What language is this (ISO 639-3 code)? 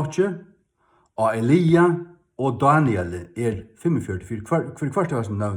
fao